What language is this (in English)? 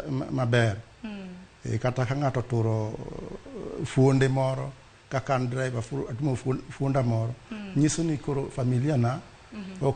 Luo (Kenya and Tanzania)